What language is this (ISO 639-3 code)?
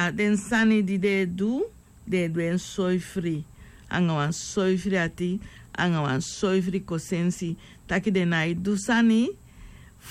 srn